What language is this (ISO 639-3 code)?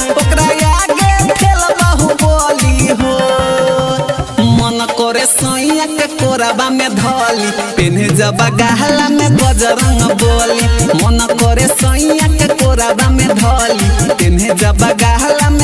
bho